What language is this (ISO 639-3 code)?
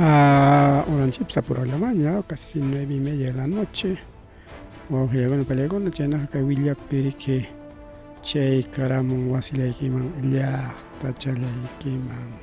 quy